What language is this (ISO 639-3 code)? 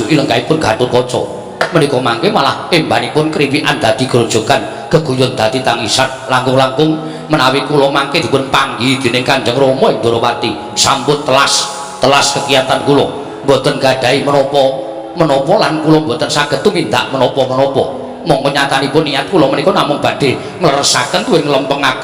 jav